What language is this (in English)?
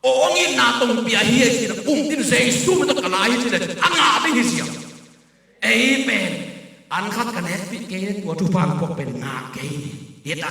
Tedim Chin